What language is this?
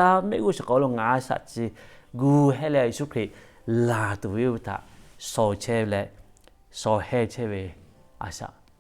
Lahu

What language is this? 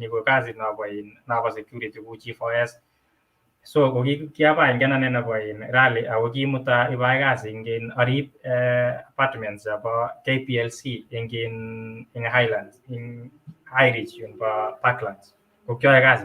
Kalenjin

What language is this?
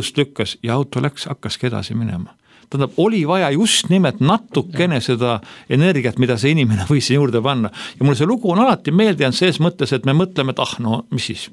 Estonian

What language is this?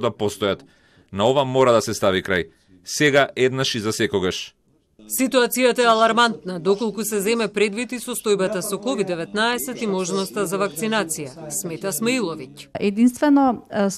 Macedonian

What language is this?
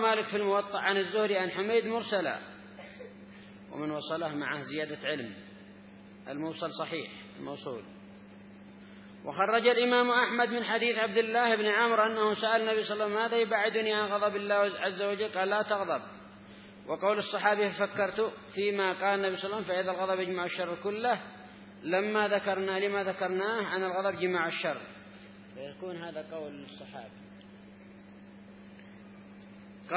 Arabic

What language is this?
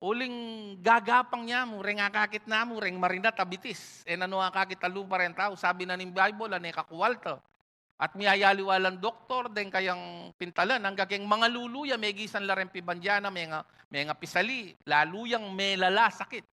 Pampanga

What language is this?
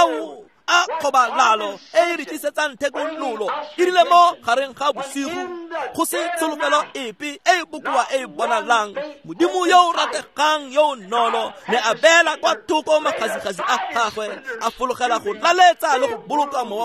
Tswana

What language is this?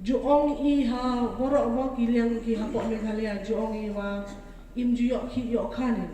Pnar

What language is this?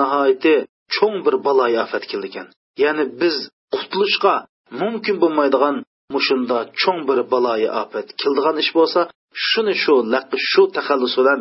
Uyghur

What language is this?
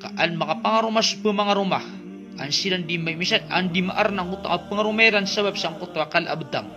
Maranao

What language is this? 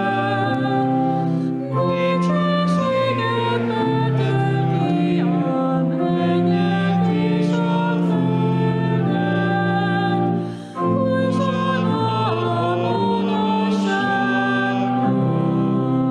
Hungarian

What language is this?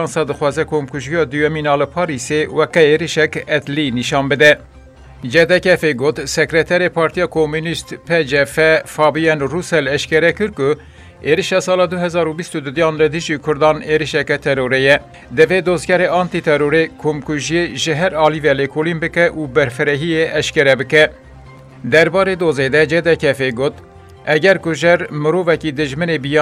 Kurdish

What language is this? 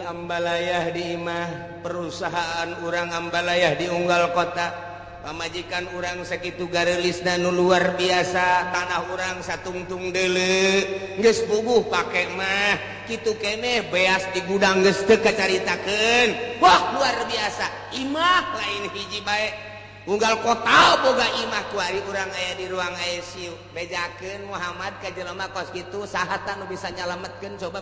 Sundanese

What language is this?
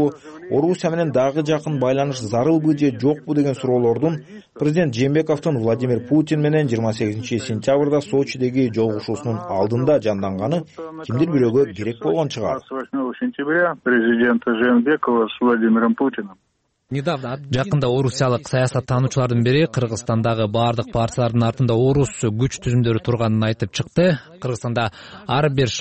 Kyrgyz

